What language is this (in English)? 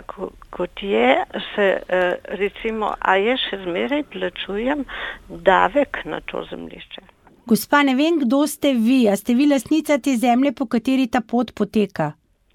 Slovenian